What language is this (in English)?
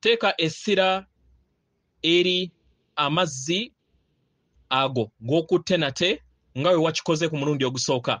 Ganda